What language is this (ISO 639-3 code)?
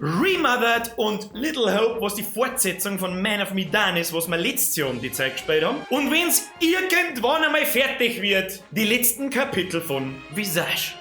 bar